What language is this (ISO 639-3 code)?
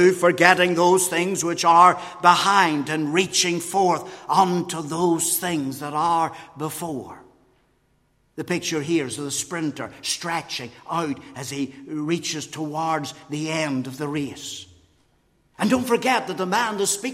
eng